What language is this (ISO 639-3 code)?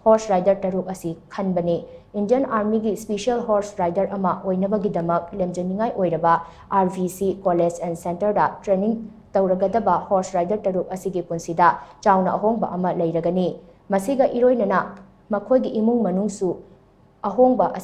mni